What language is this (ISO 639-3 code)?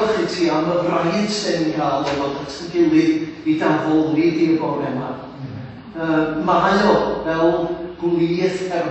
cym